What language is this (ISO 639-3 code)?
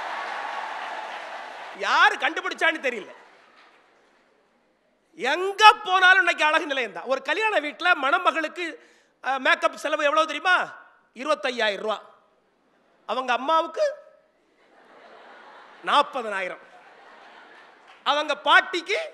tam